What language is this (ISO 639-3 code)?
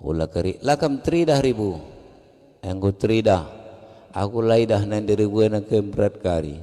btx